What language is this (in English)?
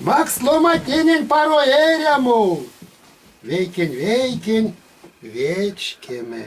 Erzya